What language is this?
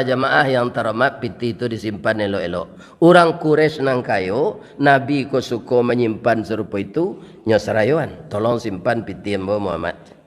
Minangkabau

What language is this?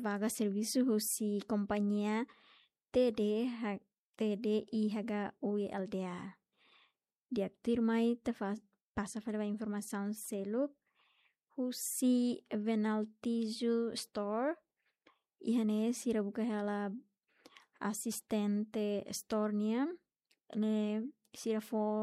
Tetum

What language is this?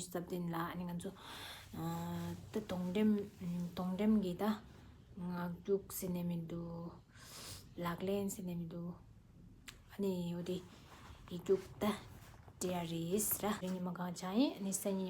Tibetan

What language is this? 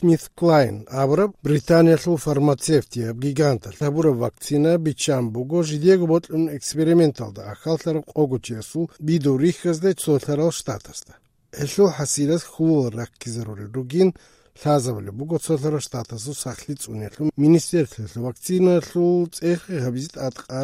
Avaric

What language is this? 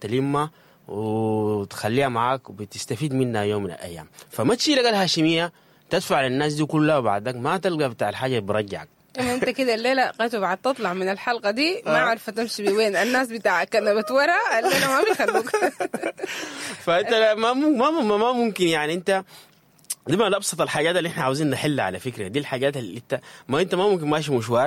Sudanese Arabic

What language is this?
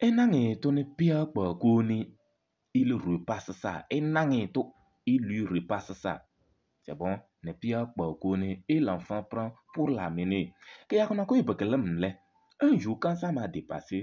Kabiyè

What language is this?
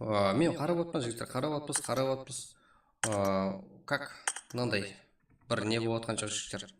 Kara-Kalpak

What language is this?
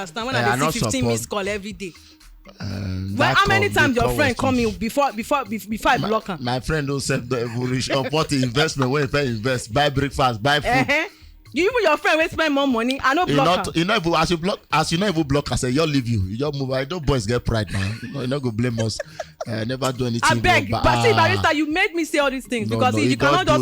Nigerian Pidgin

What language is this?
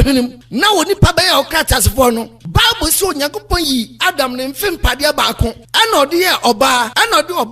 Akan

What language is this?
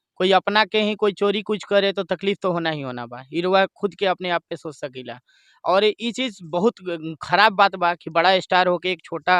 Bhojpuri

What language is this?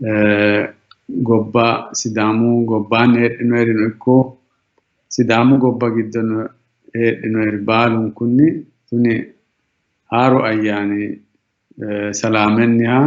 Sidamo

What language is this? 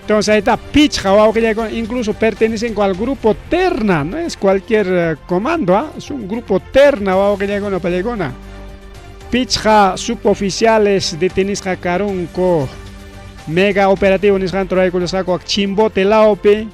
Ayacucho Quechua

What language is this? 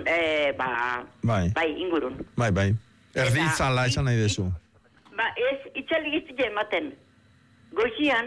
Basque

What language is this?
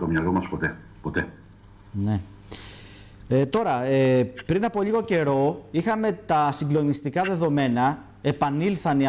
Greek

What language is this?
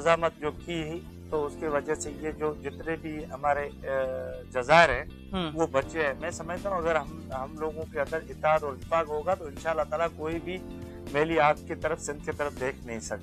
Urdu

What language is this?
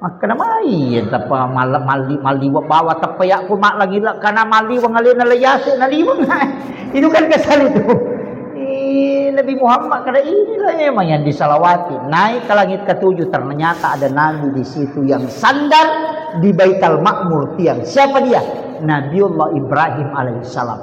Buginese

